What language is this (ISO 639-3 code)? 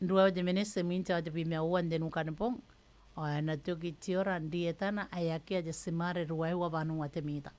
gil